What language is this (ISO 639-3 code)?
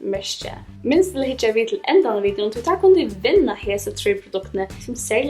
fao